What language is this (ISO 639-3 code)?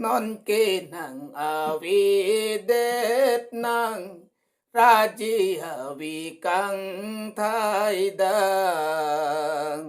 mjw